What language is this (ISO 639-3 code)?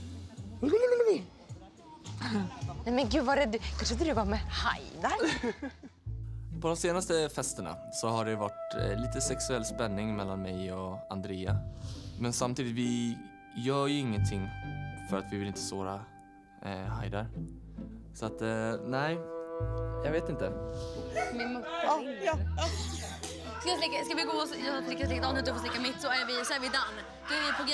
swe